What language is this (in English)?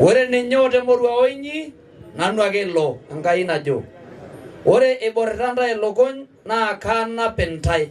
Masai